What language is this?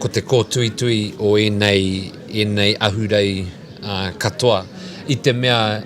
Māori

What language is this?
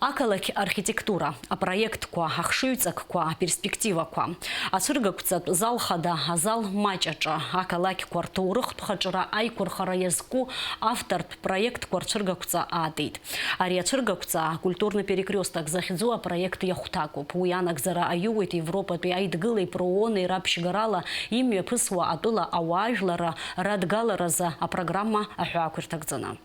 Abkhazian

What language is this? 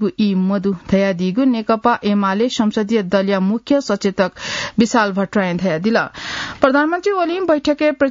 Newari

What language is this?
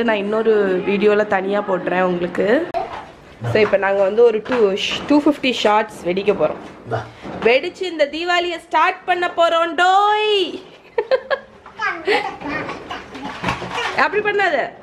Tamil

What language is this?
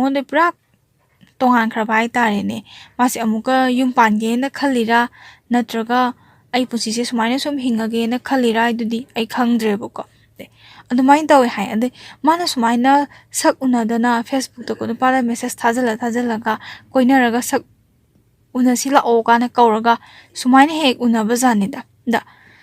Manipuri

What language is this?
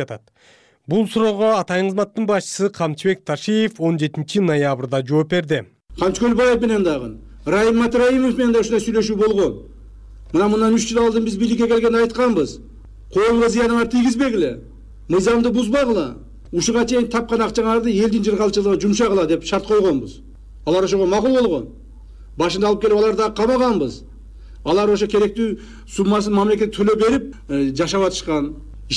Kyrgyz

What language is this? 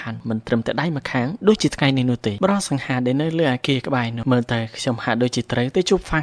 Khmer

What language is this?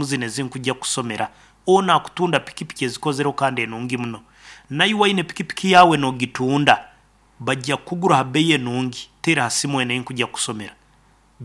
Nyoro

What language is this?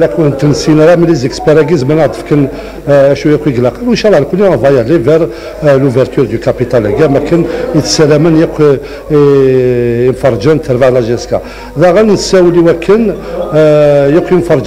Kabyle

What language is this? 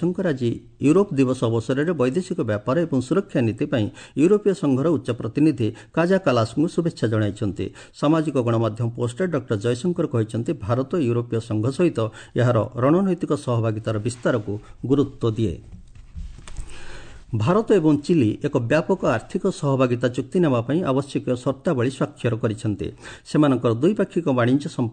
Odia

